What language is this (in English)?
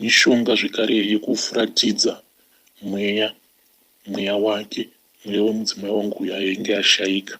Shona